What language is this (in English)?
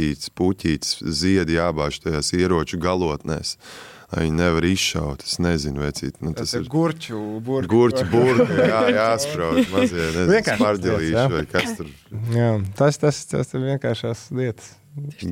Latvian